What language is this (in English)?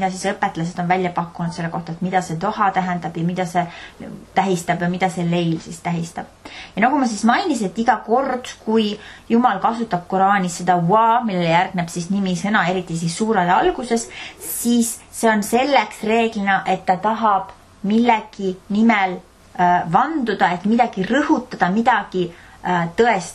Estonian